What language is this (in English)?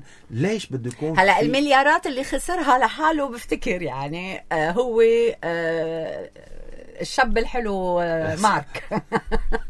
North Levantine Arabic